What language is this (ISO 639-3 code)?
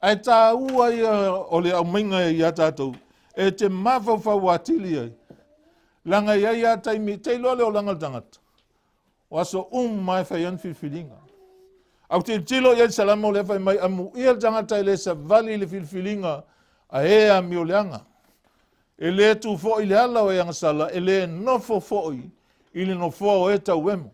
smo